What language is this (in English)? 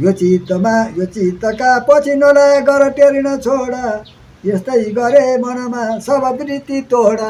Nepali